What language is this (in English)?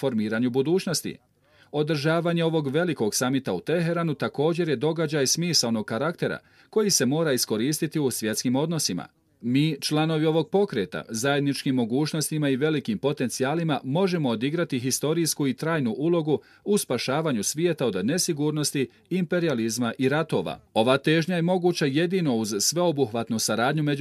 Bosnian